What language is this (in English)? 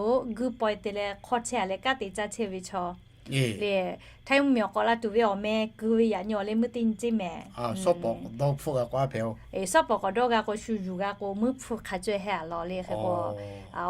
Lahu